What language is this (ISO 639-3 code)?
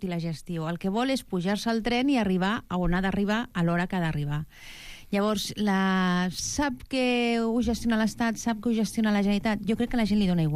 cat